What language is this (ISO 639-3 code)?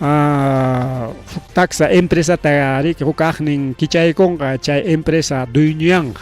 quy